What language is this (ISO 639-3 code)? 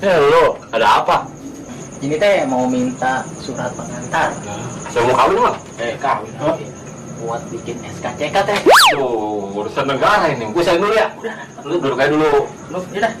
bew